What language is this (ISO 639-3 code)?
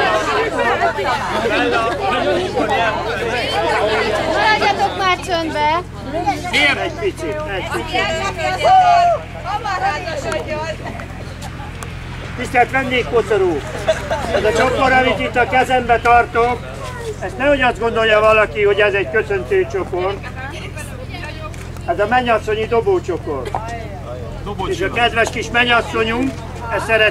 hun